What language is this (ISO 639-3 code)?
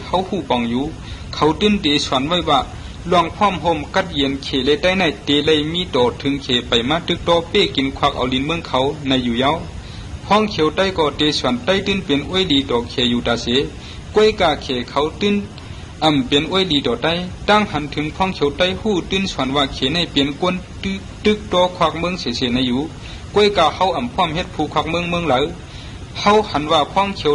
shn